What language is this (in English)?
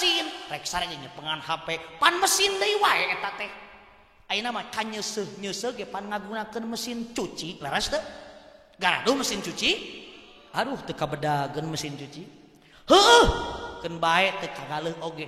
Sundanese